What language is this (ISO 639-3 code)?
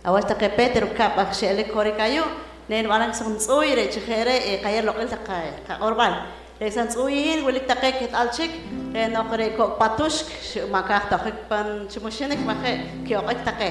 poh